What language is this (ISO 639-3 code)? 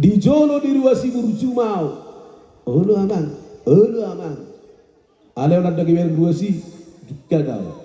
bbc